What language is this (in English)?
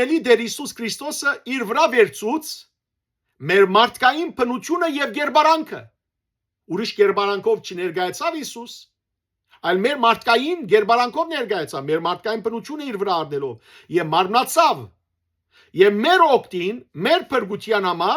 Western Armenian